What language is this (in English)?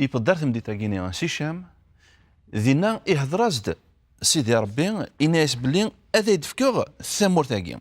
Kabyle